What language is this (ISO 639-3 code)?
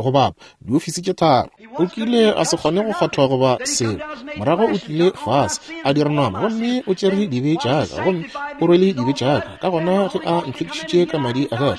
nso